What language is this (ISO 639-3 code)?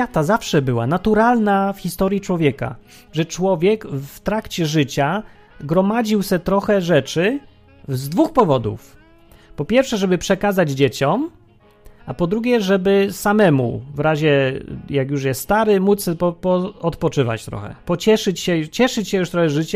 pol